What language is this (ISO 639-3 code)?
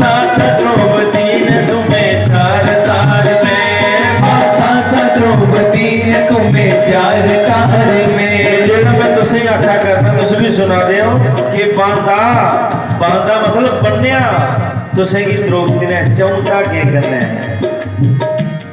doi